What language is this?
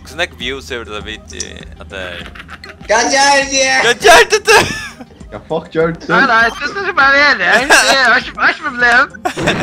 Faroese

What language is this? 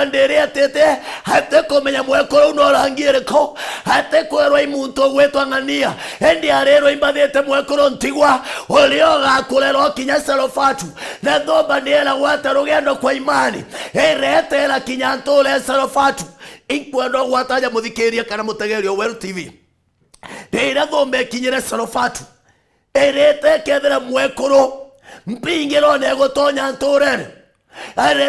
Meru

